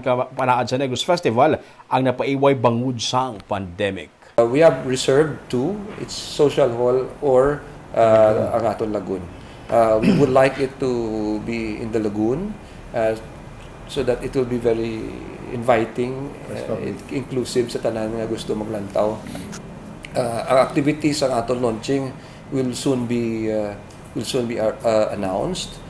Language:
Hiligaynon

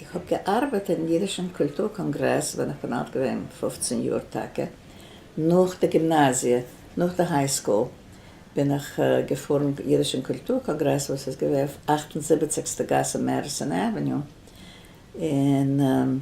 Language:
Yiddish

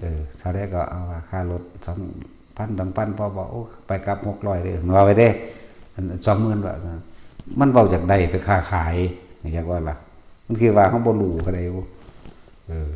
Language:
Northeastern Thai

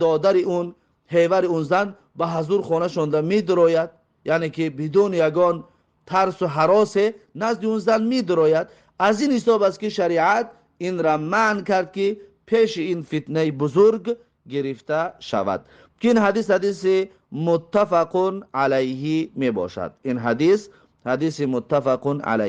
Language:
Tajik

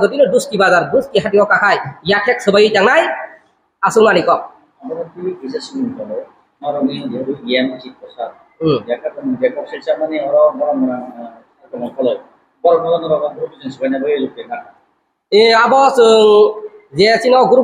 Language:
Kok Borok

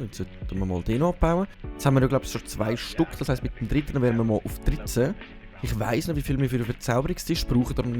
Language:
Swiss German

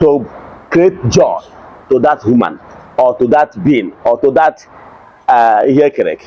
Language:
Igbo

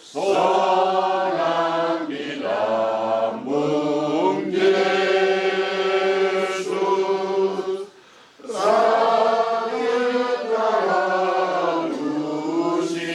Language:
Batak Toba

